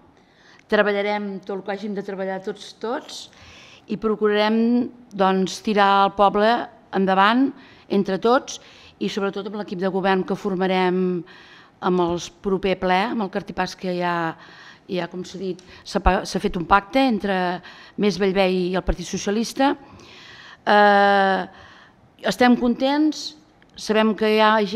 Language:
Catalan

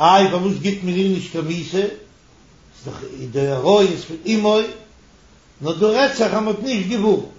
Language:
Yiddish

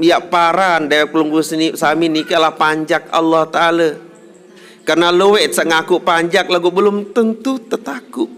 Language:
Sasak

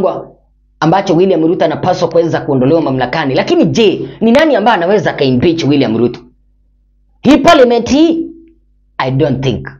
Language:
Swahili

